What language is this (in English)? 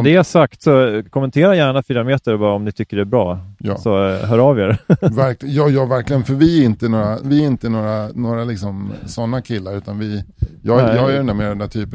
Swedish